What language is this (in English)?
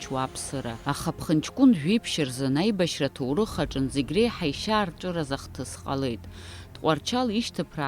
Abkhazian